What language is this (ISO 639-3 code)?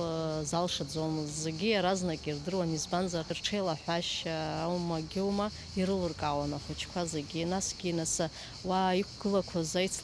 abk